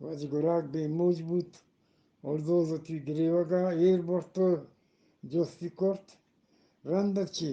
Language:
Eastern Balochi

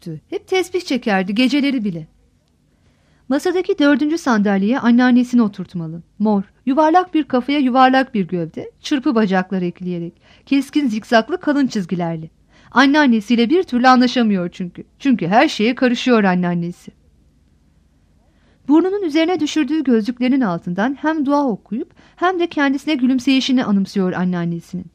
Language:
Turkish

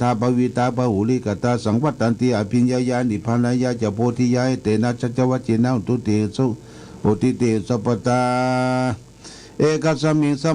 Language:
Pali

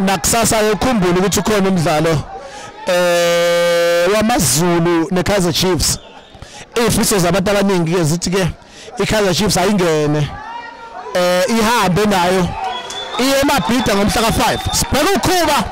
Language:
Zulu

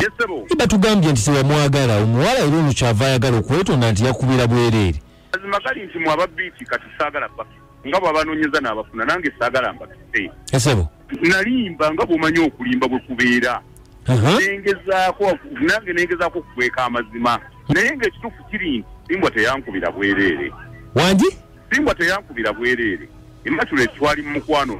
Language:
Ganda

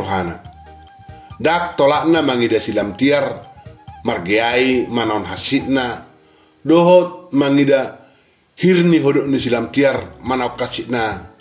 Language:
Batak Toba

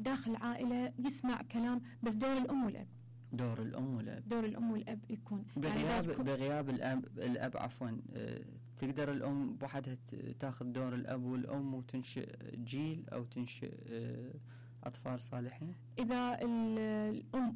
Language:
Mesopotamian Arabic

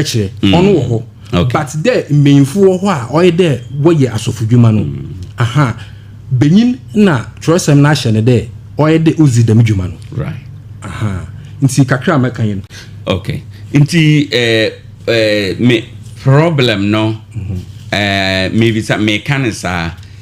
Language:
Akan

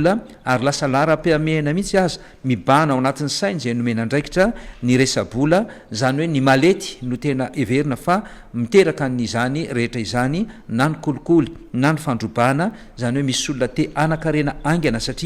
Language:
Malagasy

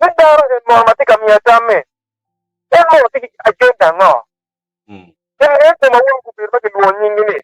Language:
Acoli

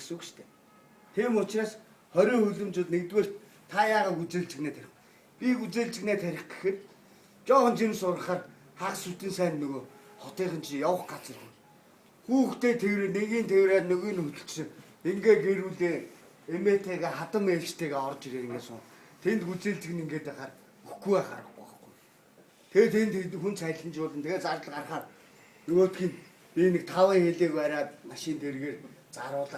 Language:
Mongolian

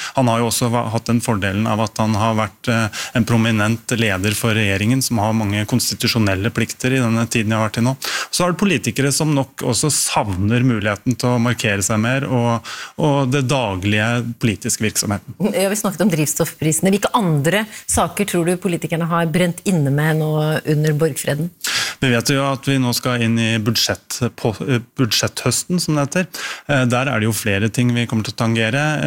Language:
Norwegian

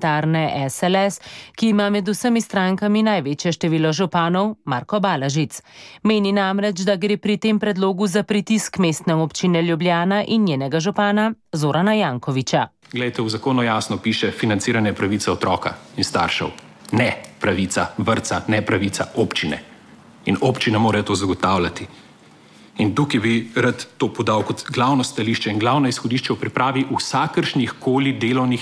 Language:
Slovenian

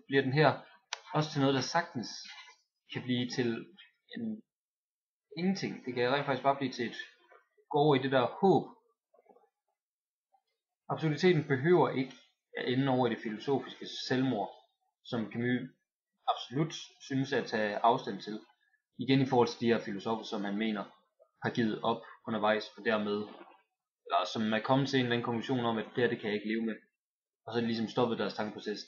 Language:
Danish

